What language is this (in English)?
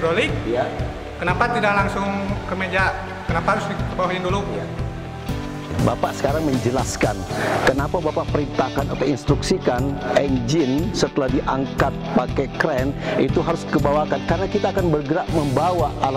Indonesian